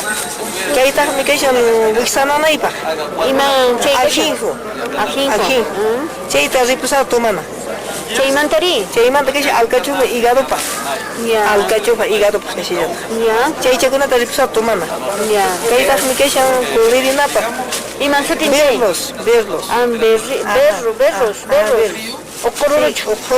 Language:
Quechua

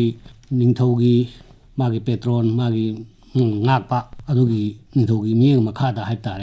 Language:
Manipuri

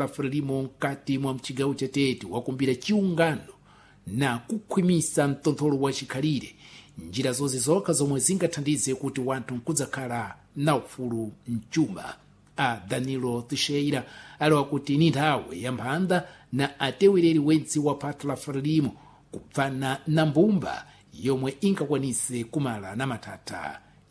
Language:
Sena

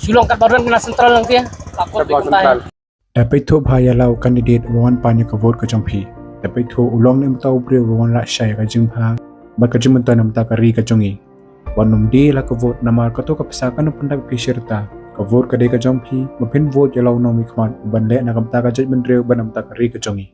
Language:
Khasi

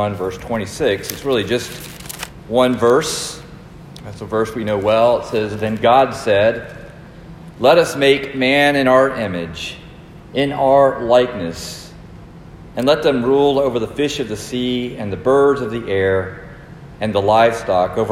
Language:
English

